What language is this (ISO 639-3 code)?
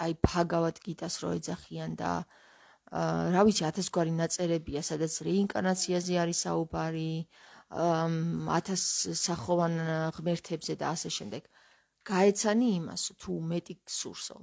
kat